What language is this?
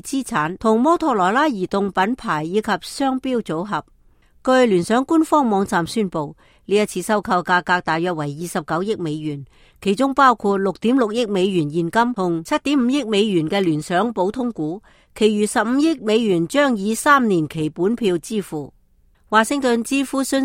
Cantonese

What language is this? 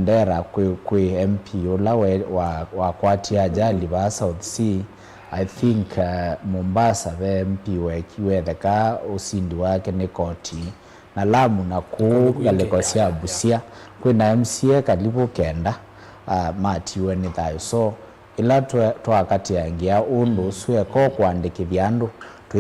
Kamba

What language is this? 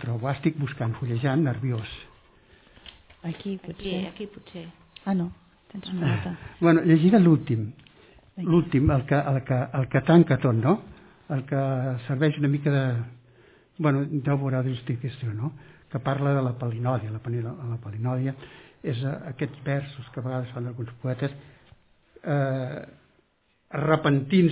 Catalan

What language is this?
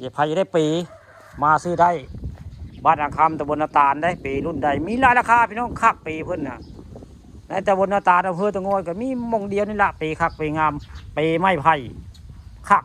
Northeastern Thai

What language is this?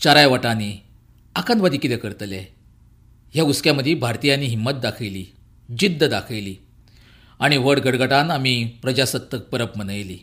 Konkani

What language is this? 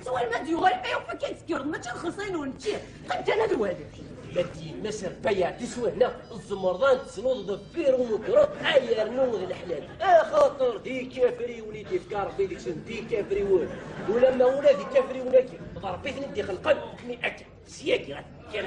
Kabyle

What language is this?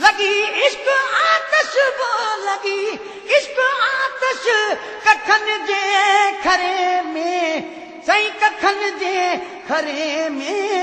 Sindhi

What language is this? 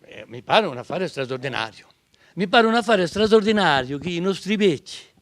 Corsican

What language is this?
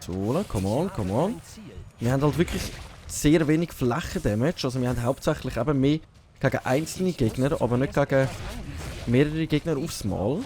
Swiss German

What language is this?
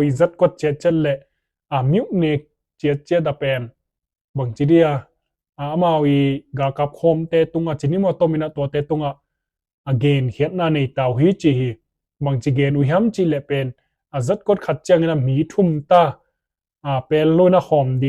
Tedim Chin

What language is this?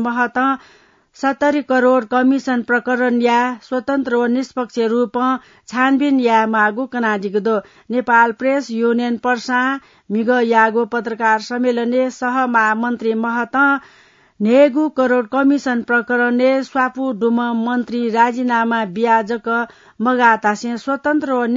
Newari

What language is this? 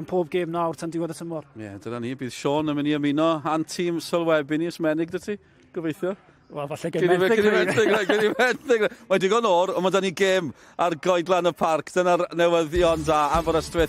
Welsh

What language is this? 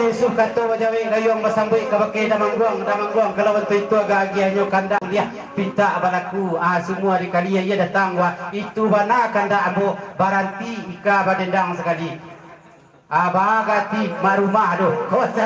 Minangkabau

